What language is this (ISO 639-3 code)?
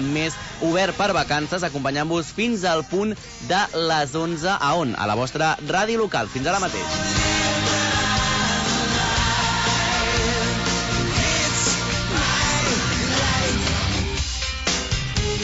cat